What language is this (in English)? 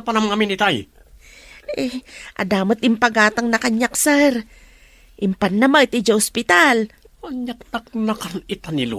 Iloko